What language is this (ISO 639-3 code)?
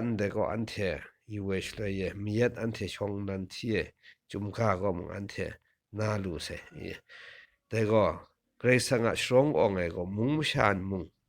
kac